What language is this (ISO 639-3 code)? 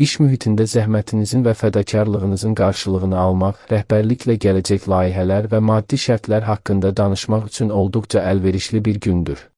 aze